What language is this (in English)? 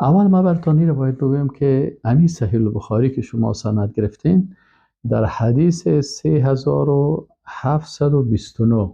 Persian